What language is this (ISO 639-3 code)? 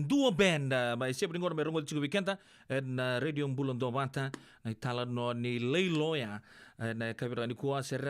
fij